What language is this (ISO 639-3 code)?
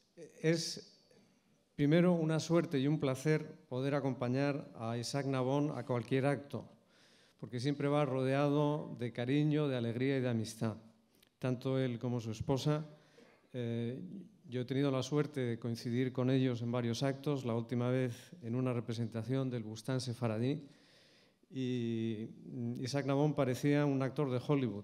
lad